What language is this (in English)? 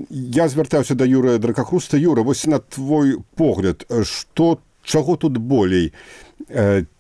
Belarusian